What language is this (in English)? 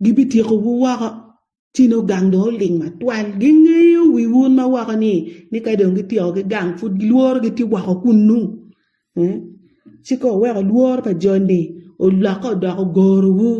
Acoli